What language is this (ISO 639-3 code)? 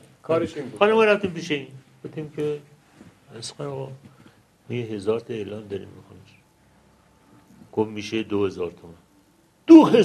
fas